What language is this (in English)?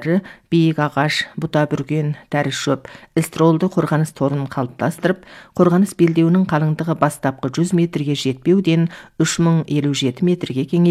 Kazakh